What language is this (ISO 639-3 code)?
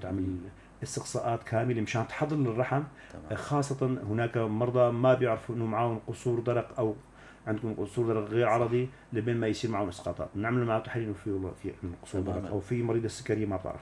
apc